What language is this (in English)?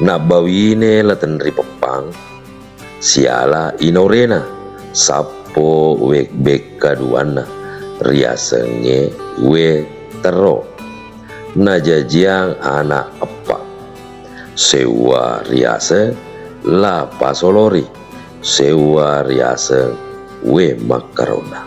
Buginese